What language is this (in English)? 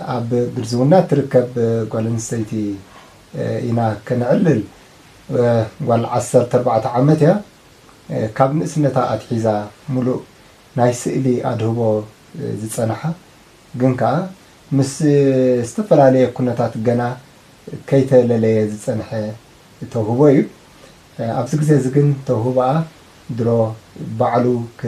Tigrinya